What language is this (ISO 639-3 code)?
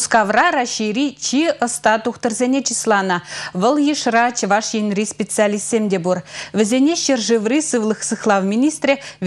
chv